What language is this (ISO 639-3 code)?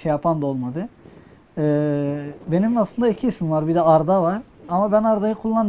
tur